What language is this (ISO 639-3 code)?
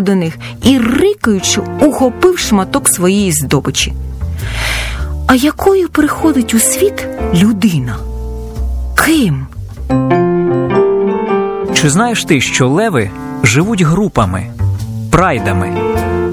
ukr